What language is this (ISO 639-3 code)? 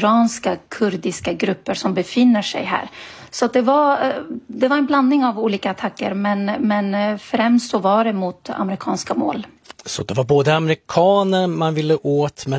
swe